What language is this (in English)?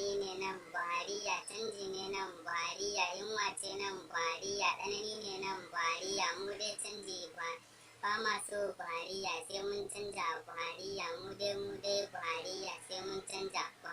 Hausa